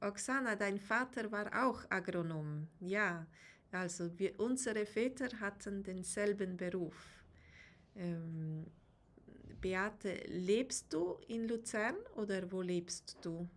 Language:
Swiss German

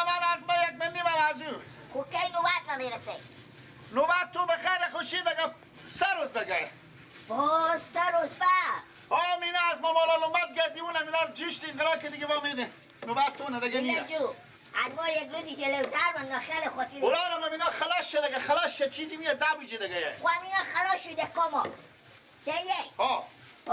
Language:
Persian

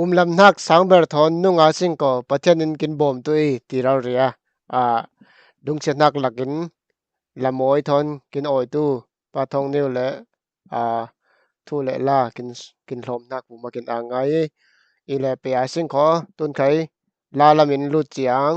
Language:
Falam Chin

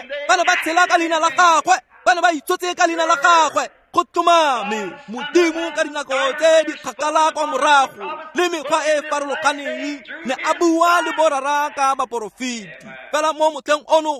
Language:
Tswana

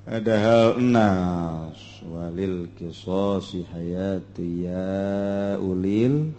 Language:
Sundanese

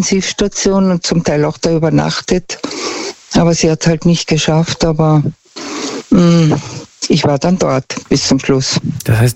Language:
German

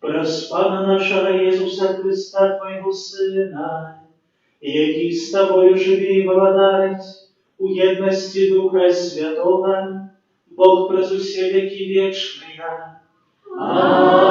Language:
Belarusian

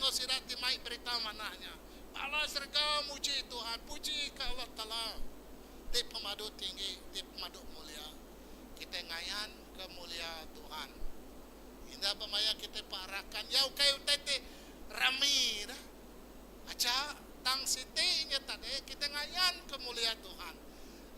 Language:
Iban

